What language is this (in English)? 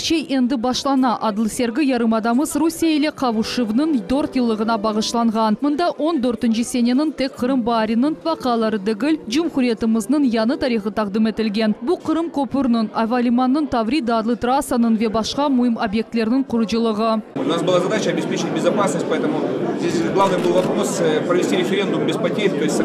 Crimean Tatar